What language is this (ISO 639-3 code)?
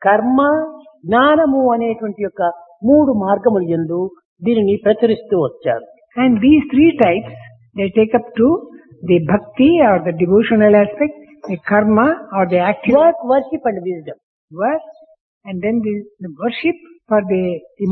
tel